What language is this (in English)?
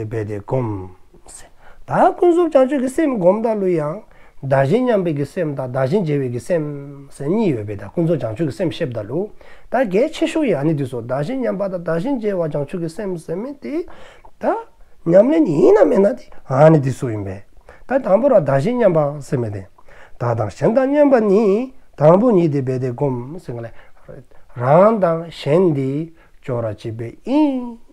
Dzongkha